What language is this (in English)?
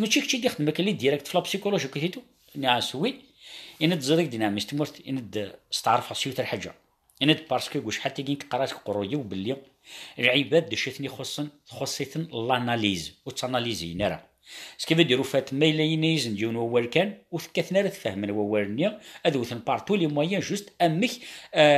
Kabyle